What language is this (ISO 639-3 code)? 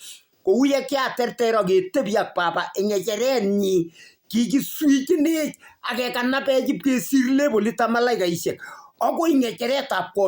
kln